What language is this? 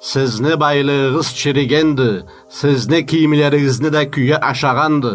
Karachay-Balkar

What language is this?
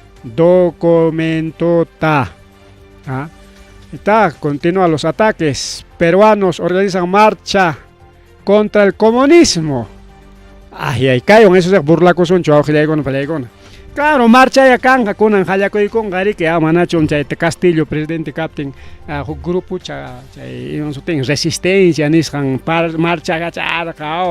Ayacucho Quechua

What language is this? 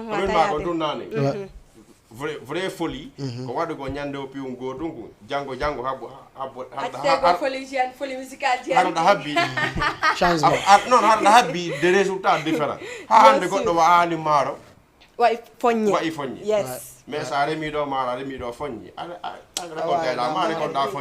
Fula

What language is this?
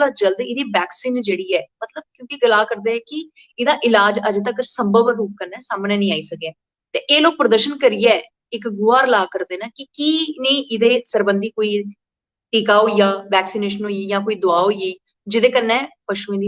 Dogri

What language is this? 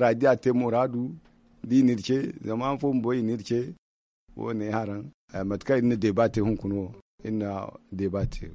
Zarma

